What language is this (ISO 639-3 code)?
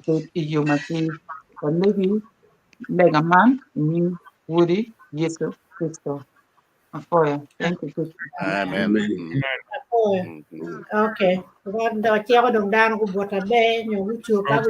ach